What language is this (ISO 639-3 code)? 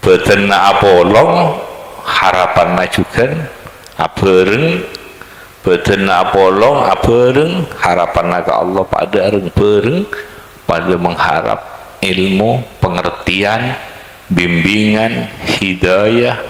mad